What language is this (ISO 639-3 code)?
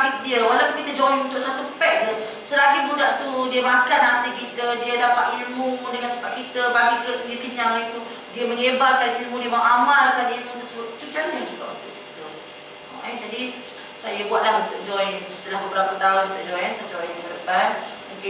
msa